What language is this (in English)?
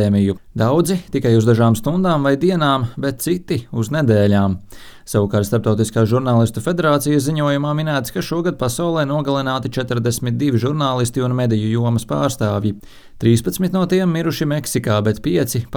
Latvian